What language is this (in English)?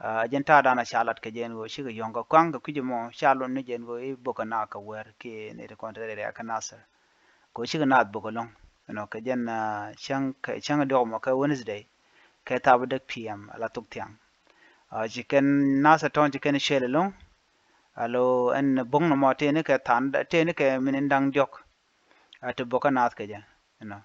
Nuer